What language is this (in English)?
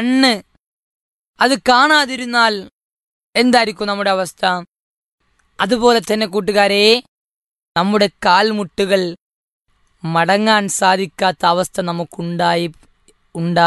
Malayalam